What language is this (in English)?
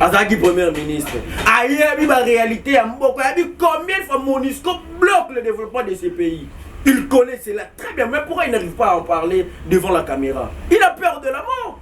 Lingala